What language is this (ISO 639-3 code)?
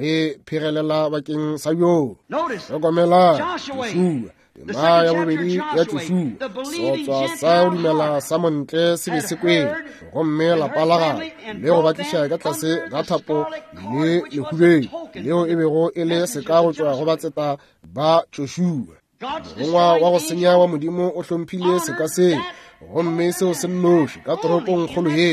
nso